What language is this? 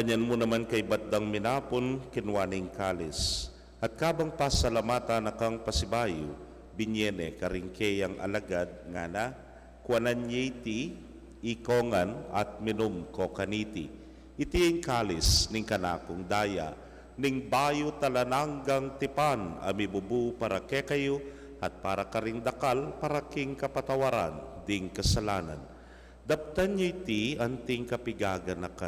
Pampanga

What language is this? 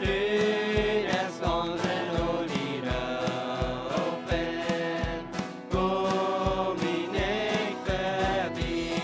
Plautdietsch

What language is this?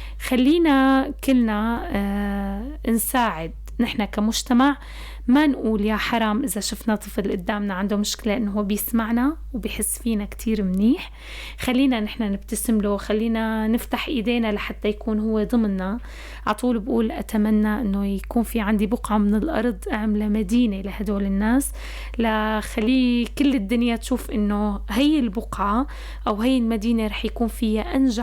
North Levantine Arabic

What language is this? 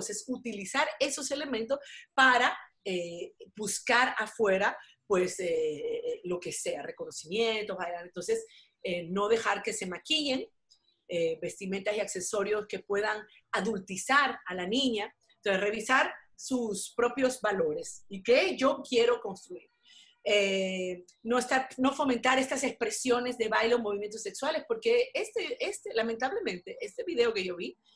Spanish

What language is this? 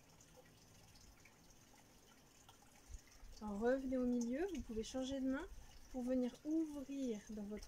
French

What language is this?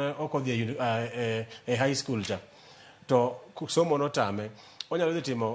Luo (Kenya and Tanzania)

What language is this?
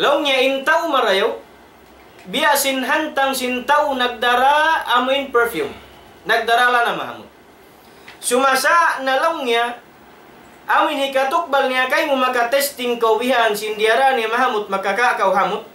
Tausug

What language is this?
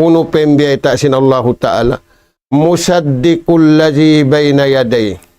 Tausug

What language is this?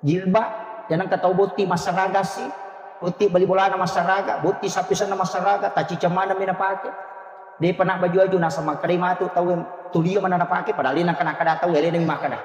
Buginese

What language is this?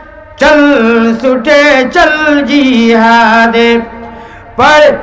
Sylheti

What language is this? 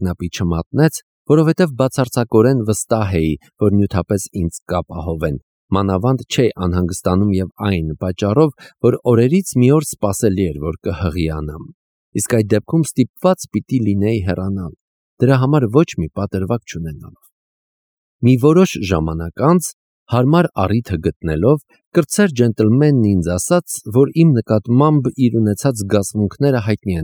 Armenian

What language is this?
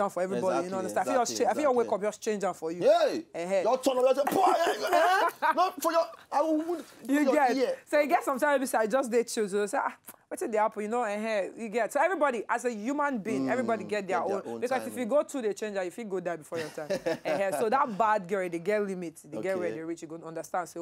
Nigerian Pidgin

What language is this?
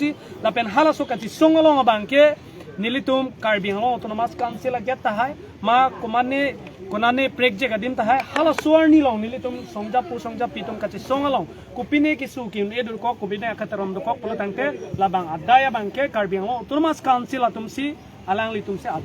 Karbi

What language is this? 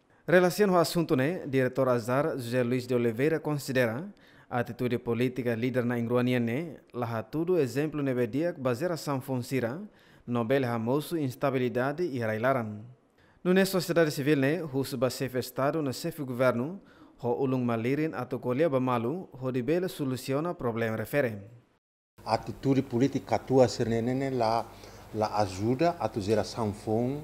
Tetum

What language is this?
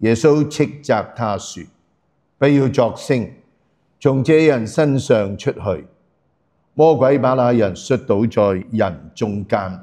Cantonese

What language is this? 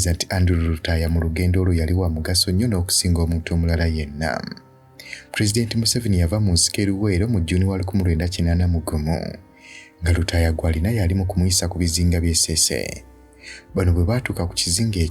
Ganda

